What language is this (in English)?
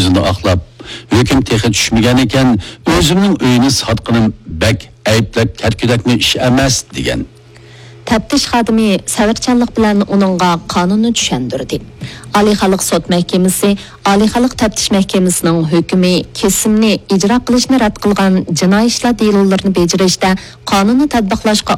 Uyghur